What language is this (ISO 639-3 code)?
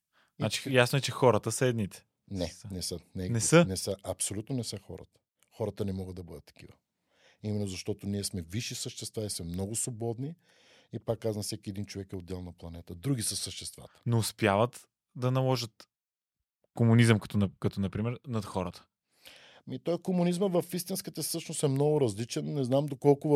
bul